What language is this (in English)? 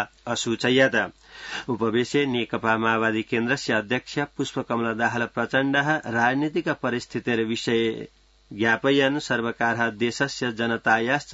Sanskrit